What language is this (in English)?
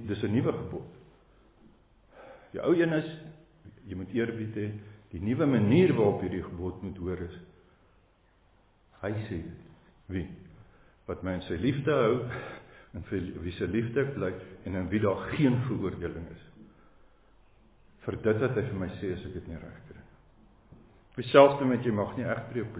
Afrikaans